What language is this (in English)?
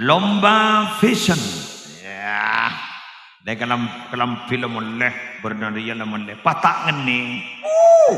Madurese